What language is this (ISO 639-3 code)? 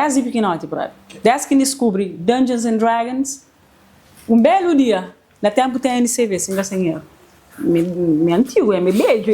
kea